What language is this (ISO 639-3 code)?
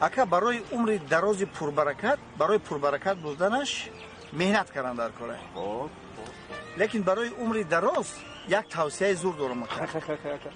tgk